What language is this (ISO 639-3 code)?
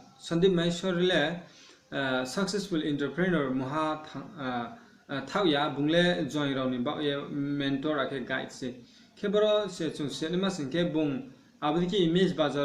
ria